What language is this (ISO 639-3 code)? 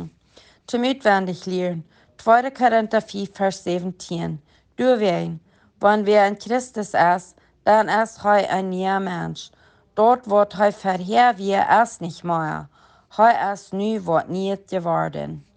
pdt